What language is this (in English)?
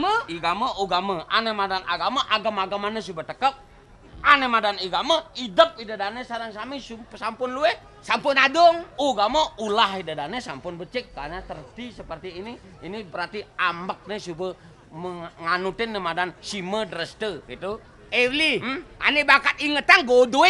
Balinese